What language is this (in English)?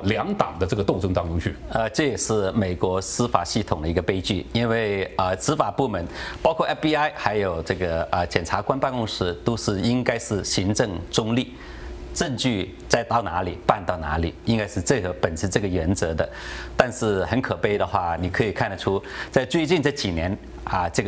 Chinese